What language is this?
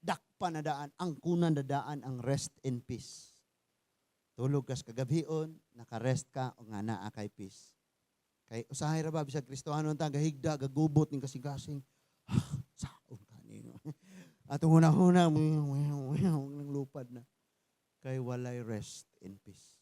Cebuano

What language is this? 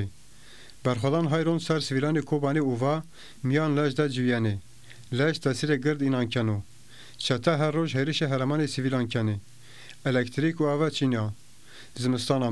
Zaza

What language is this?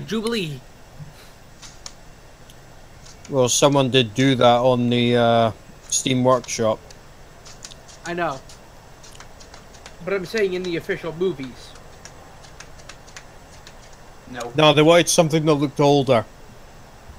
English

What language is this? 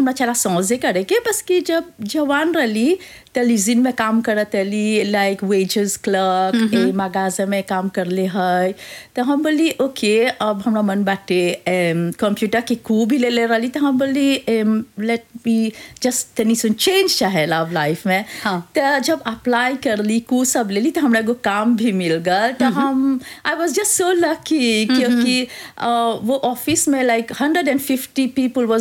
Bhojpuri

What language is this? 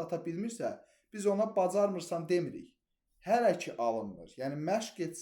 Azerbaijani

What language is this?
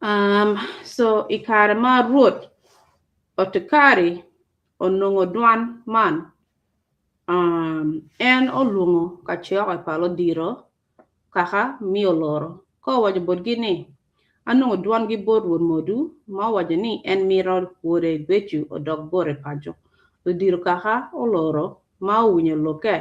Acoli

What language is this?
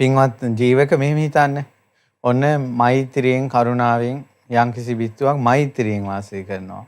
Sinhala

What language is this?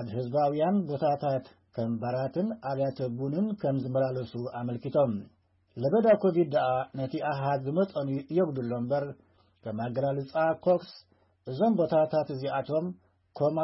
Tigrinya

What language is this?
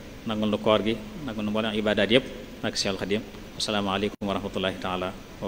Wolof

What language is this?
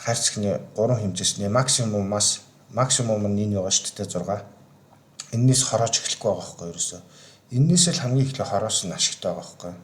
Mongolian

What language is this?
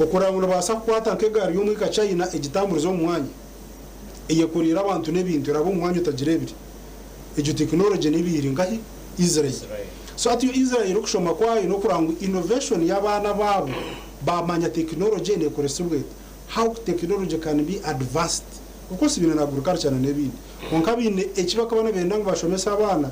Nyankole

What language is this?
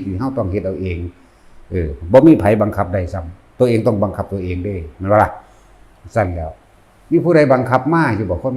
Northeastern Thai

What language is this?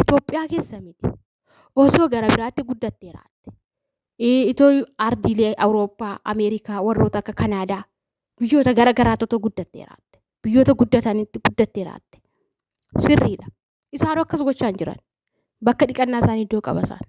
Oromo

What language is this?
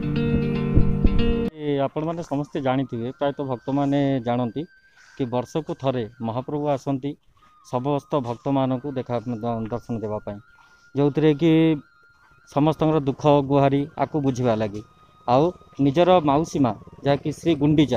Odia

